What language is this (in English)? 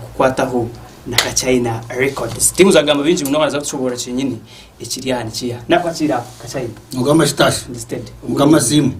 Nyankole